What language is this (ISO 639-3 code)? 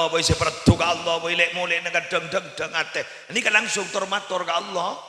mad